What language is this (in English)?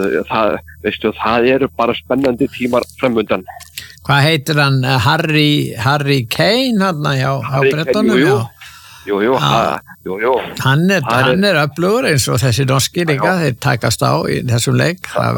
Icelandic